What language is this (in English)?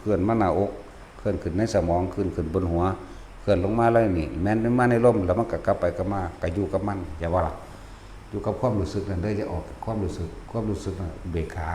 Northeastern Thai